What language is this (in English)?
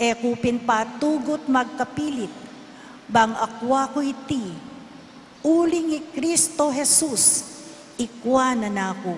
Pampanga